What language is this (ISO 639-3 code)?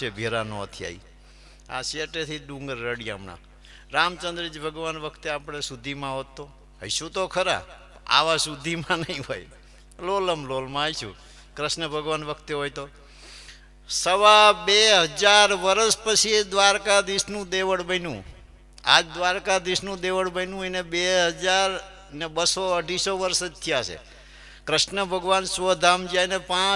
guj